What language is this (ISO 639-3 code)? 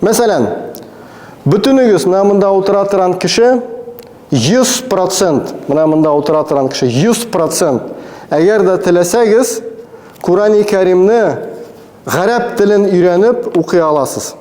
tat